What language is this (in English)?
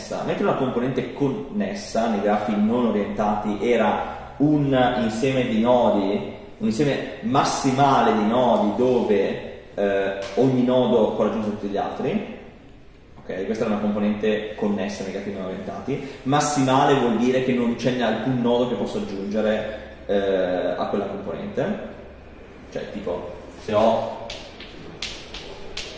Italian